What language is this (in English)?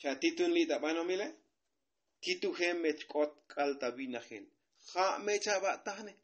Tzotzil